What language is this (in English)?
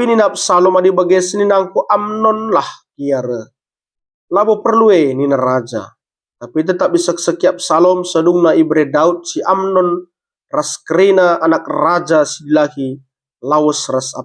Batak Karo